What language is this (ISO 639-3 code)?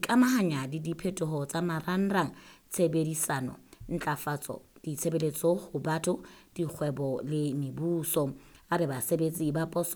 sot